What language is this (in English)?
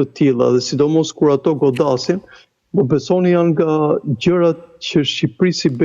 Albanian